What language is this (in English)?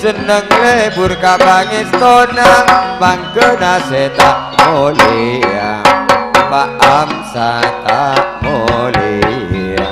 Madurese